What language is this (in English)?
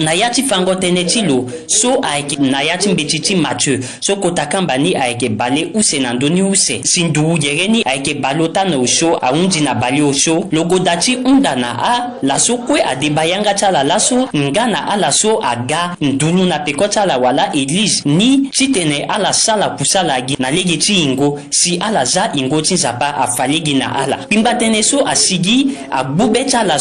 Sango